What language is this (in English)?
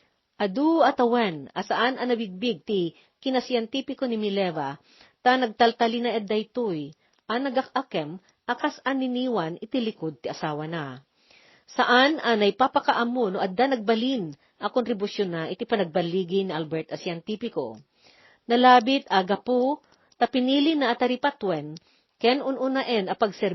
Iloko